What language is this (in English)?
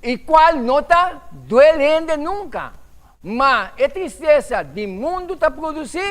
Papiamento